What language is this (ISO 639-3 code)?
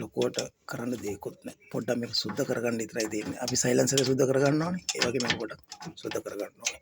sin